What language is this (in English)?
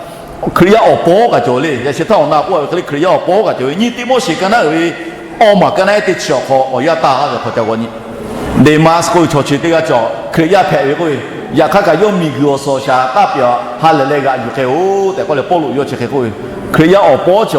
Lahu